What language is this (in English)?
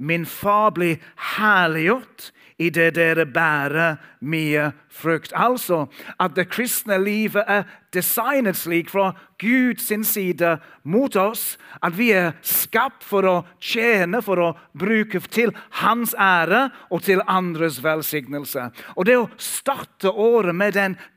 Norwegian